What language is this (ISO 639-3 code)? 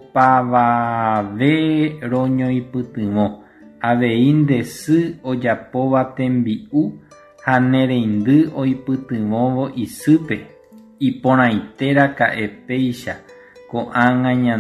grn